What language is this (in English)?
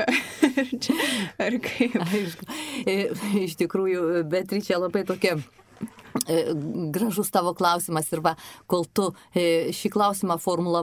Lithuanian